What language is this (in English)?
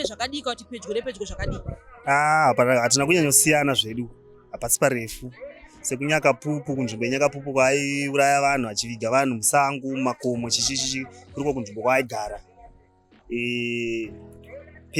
Shona